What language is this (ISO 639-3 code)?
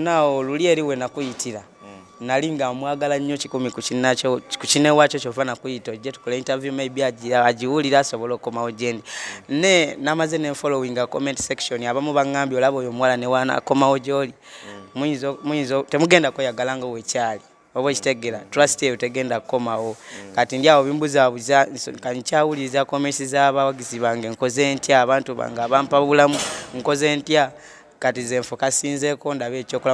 lug